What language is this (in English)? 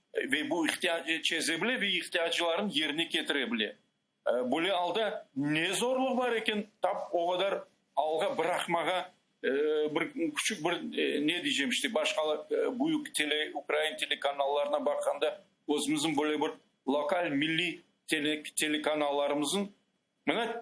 Crimean Tatar